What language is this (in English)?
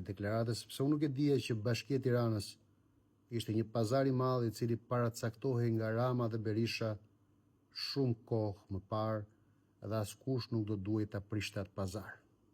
Albanian